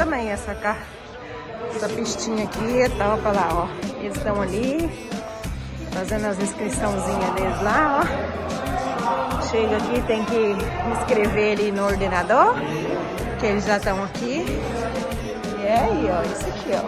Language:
Portuguese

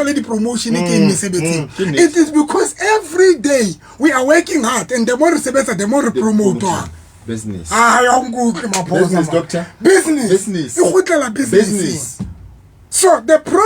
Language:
Southern Sotho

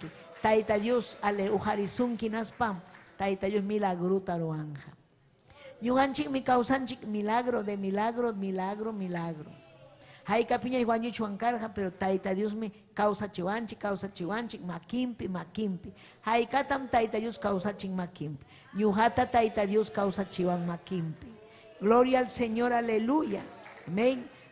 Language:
Ayacucho Quechua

